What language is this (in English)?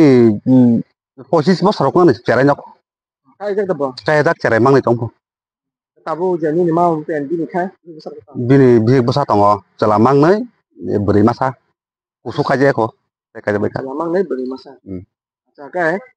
Kok Borok